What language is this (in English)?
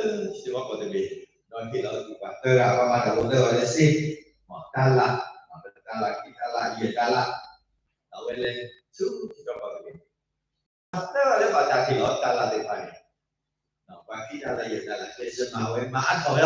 S'gaw Karen